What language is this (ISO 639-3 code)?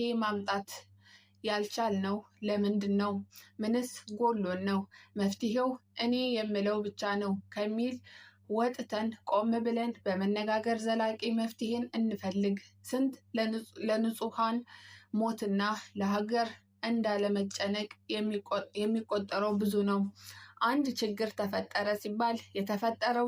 amh